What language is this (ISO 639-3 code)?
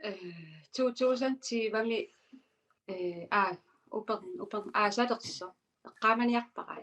kal